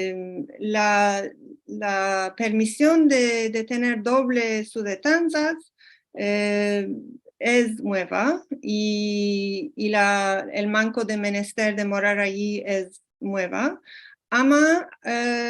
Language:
Ladino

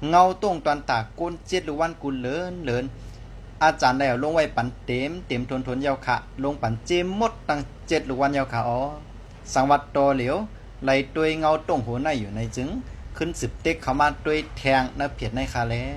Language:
Shan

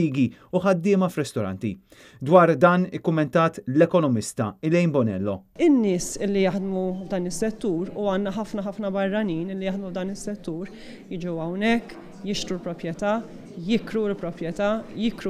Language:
Maltese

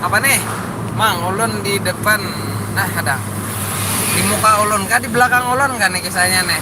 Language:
Banjar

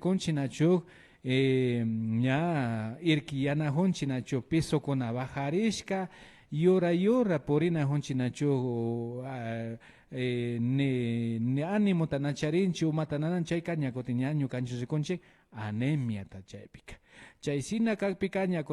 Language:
Imbabura Highland Quichua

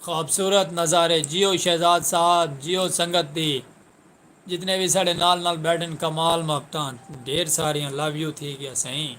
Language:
Saraiki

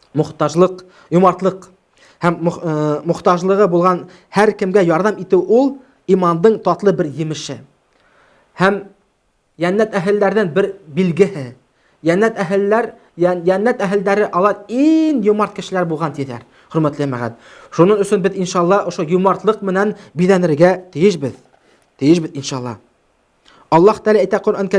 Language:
Bashkir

